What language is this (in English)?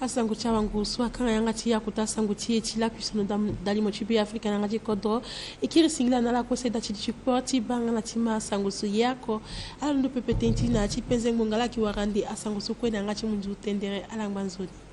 Sango